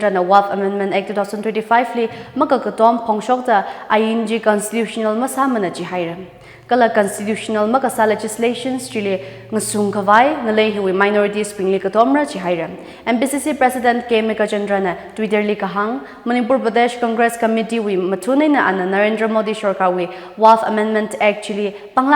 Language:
Tangkhul Naga (India)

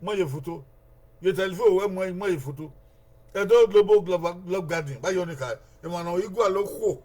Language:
Bini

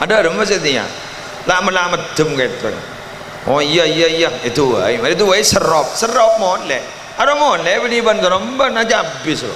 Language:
Madurese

